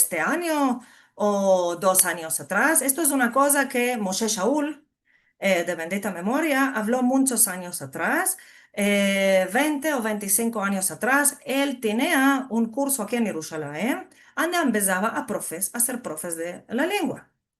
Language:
Ladino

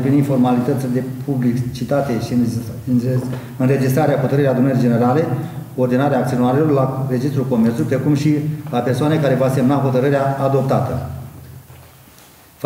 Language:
Romanian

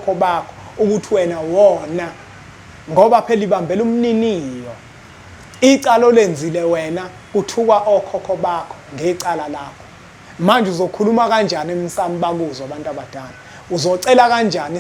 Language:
Zulu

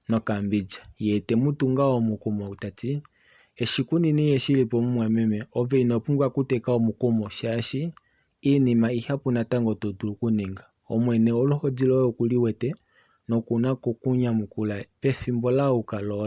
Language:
Kuanyama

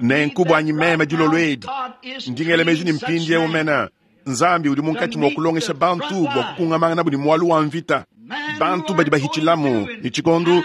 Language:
Luba-Lulua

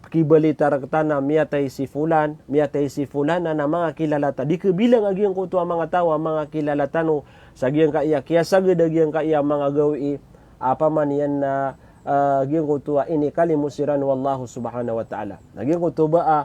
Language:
Maranao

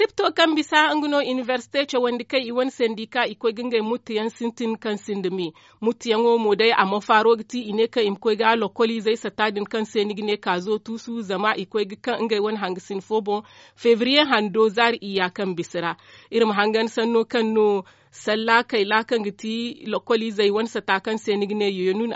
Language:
Zarma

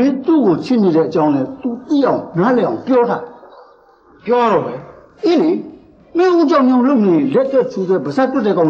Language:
Burmese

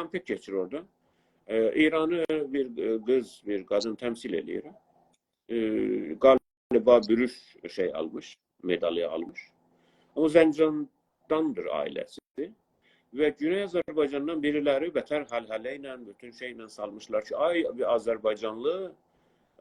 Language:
South Azerbaijani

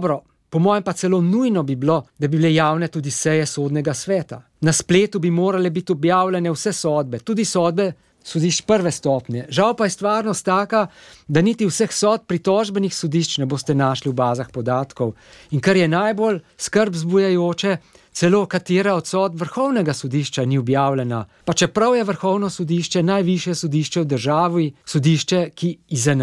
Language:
Slovenian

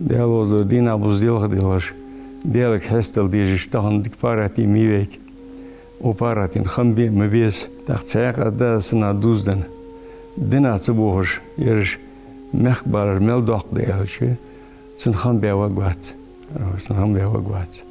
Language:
Ingush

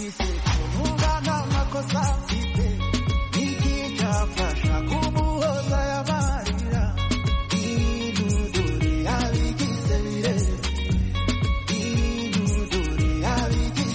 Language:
Kinyarwanda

